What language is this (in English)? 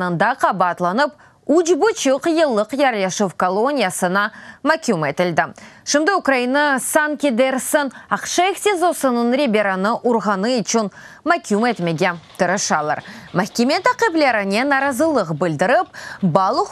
Crimean Tatar